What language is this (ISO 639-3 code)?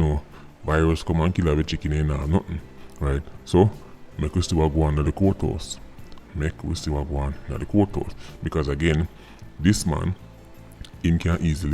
jam